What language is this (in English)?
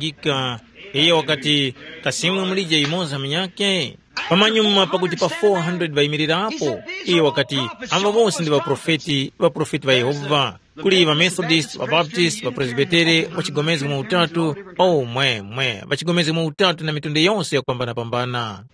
Tumbuka